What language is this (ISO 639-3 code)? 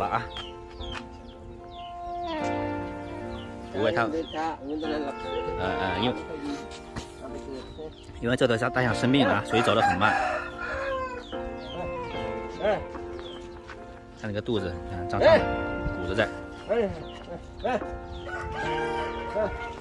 zho